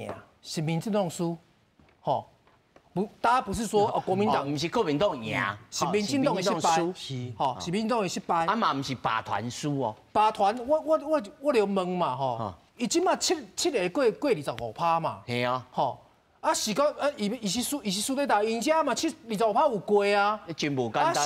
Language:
Min Nan Chinese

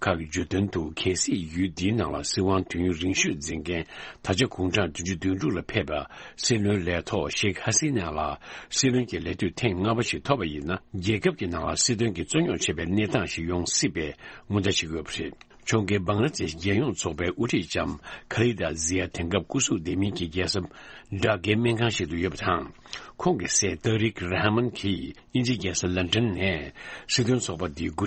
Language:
Tibetan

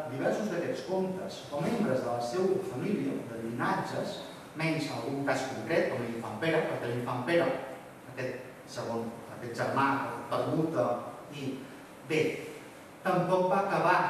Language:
Catalan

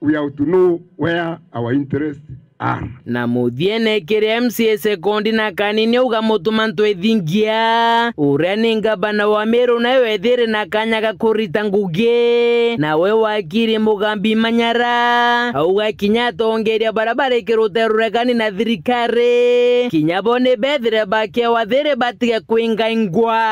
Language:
Meru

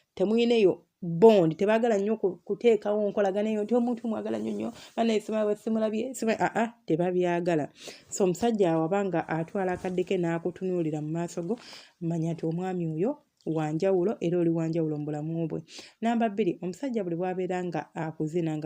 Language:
Ganda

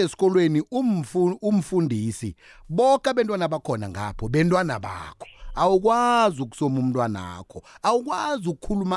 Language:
South Ndebele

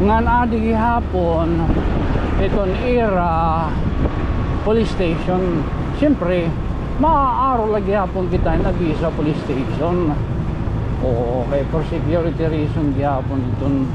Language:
Waray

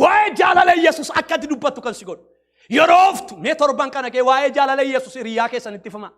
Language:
Oromo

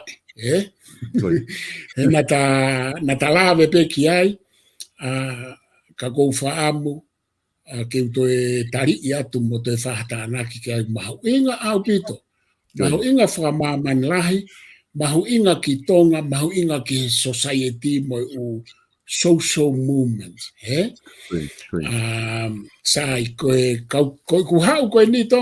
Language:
Tongan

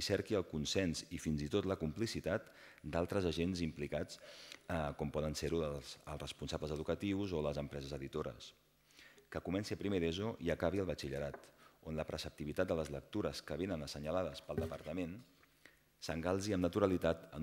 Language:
Catalan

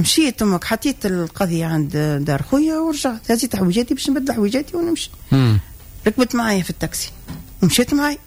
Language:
Tunisian Arabic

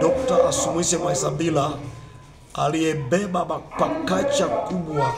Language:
Swahili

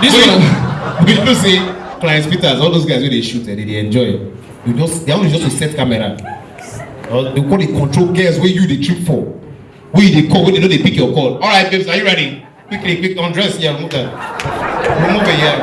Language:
Nigerian Pidgin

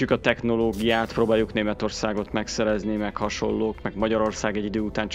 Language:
Hungarian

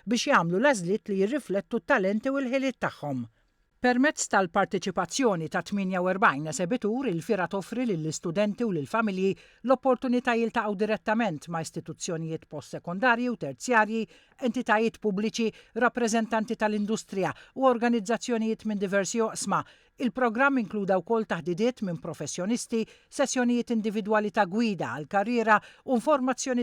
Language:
Maltese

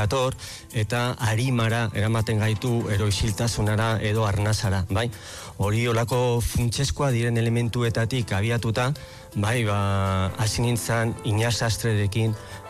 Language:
Basque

